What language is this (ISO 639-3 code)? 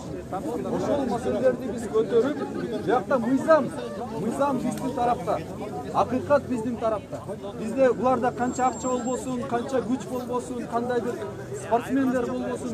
kir